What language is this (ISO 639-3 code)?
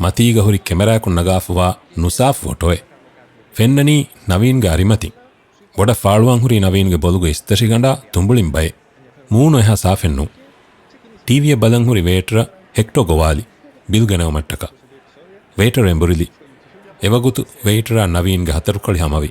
div